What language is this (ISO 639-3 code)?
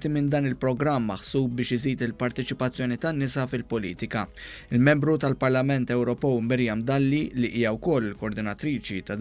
mlt